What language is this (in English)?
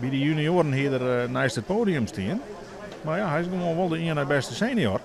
Western Frisian